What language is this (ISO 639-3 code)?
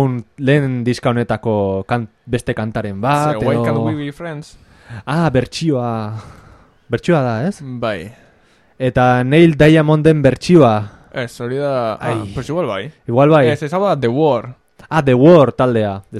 eus